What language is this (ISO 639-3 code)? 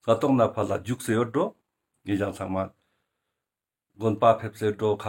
lbj